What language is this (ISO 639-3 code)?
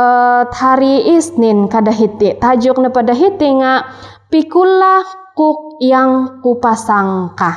dtp